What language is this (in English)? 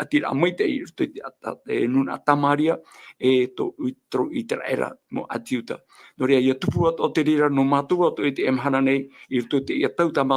Tahitian